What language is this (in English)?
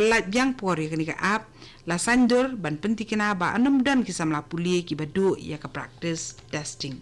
Khasi